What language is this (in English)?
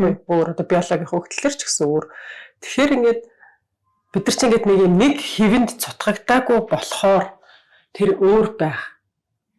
Mongolian